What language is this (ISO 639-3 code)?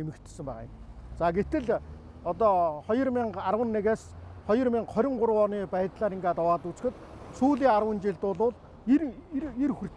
mon